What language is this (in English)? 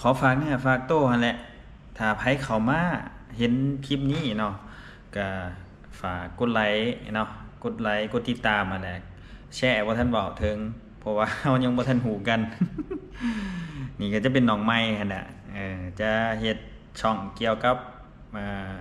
Lao